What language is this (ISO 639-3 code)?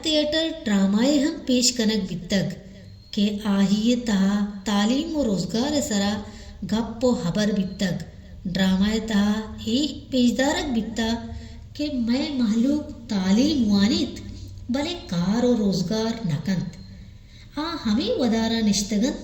bal